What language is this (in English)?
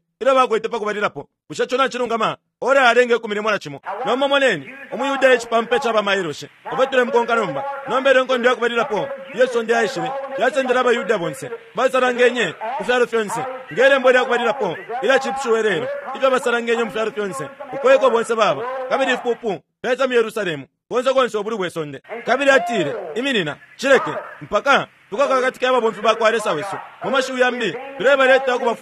Bemba